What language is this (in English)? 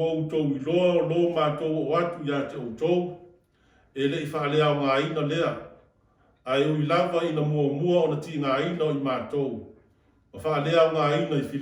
Samoan